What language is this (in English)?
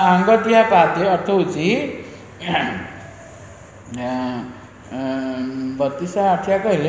Odia